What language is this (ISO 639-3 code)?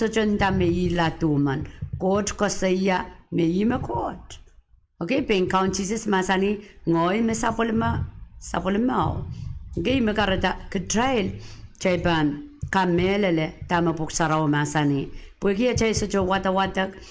pon